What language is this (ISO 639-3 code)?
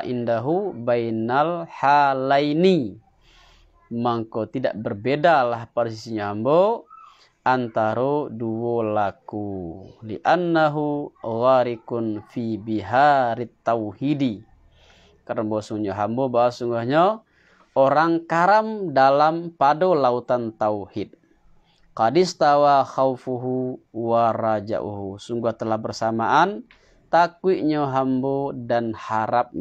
min